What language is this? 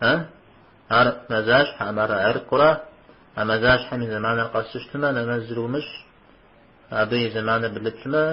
Kabardian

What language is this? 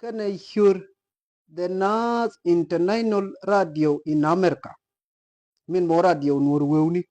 Nuer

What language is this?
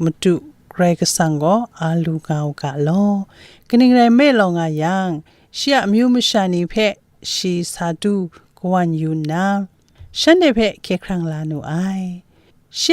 Kachin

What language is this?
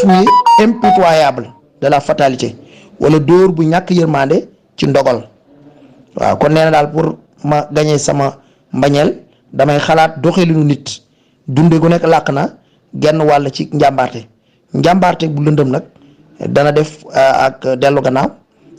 Wolof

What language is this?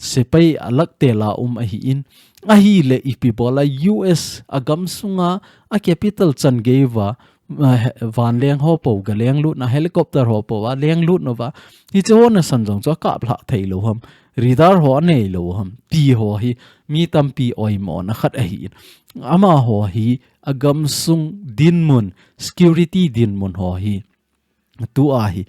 Thado Chin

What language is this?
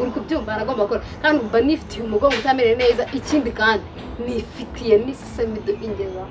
Kinyarwanda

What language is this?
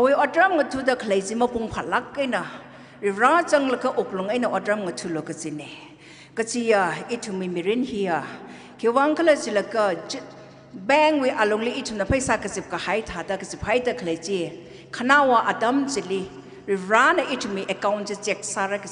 Tangkhul Naga (India)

